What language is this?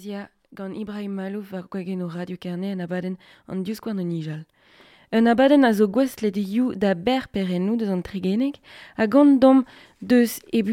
Breton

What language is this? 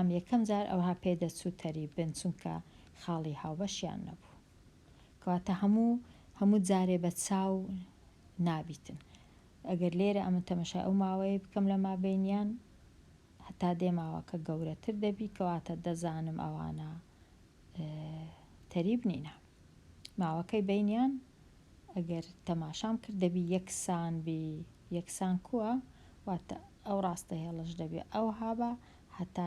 Central Kurdish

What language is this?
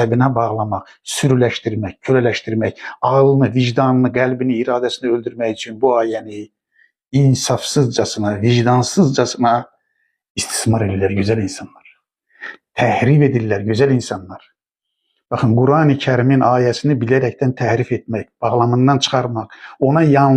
Azerbaijani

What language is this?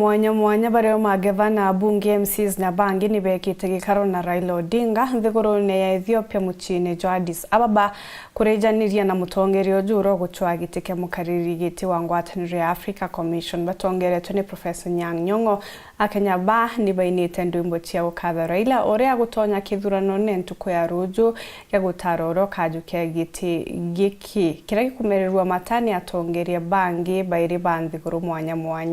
Meru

